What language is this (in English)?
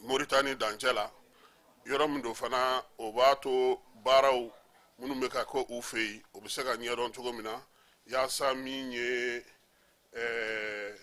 Bambara